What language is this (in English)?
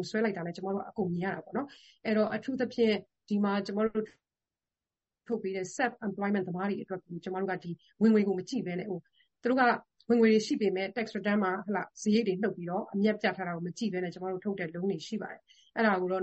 Burmese